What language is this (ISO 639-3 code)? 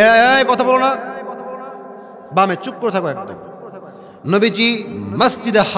ben